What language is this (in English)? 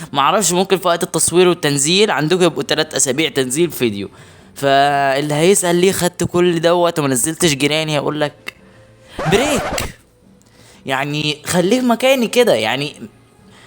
Egyptian Arabic